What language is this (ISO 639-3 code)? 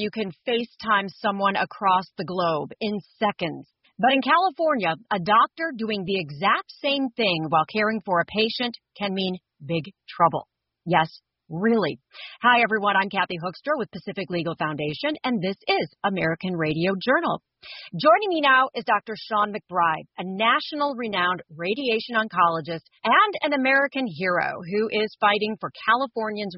eng